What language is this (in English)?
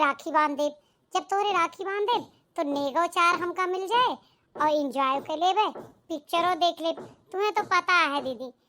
Awadhi